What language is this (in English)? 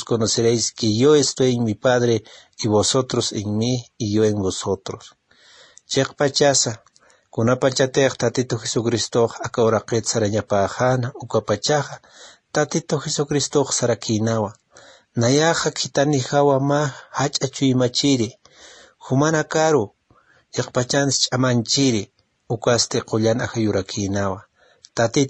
Aymara